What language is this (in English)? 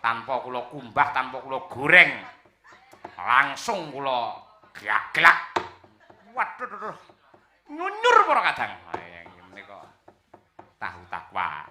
Javanese